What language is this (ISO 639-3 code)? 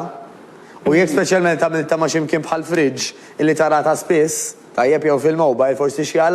mlt